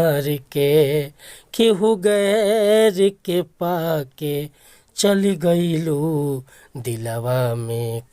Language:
Bhojpuri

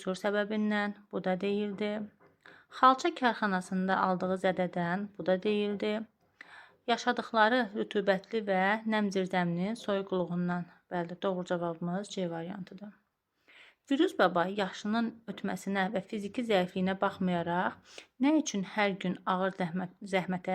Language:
Azerbaijani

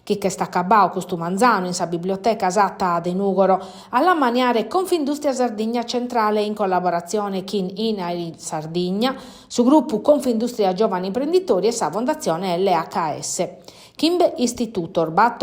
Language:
Sardinian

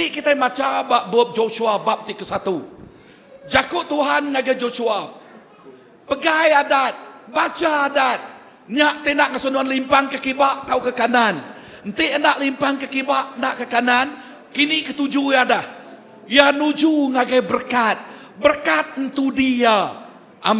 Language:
Iban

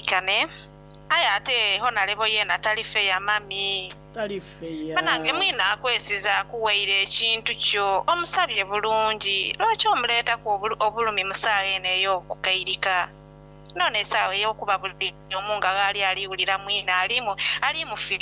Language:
Soga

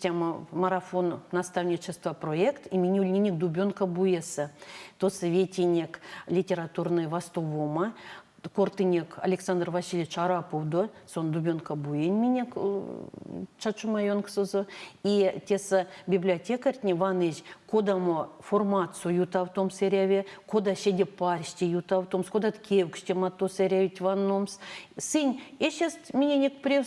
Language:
Erzya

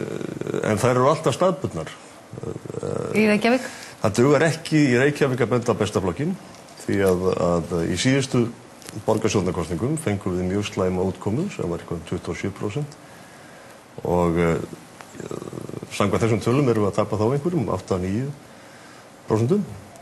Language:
Icelandic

